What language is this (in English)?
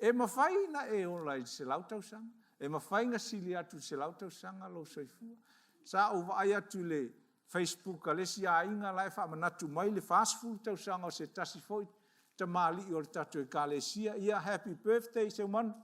Samoan